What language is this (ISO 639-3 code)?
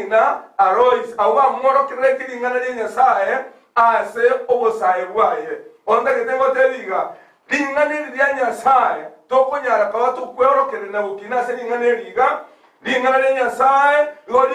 guz